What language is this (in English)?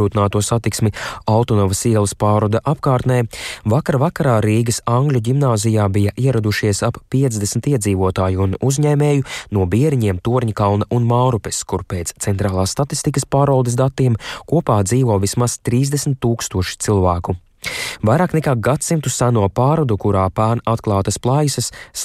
Latvian